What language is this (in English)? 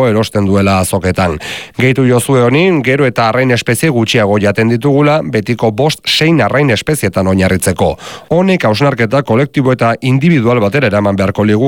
Basque